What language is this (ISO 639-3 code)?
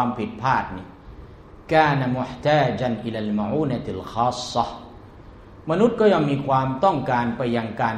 tha